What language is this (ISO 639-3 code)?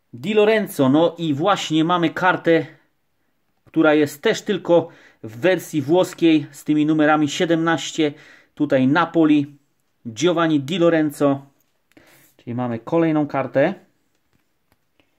pol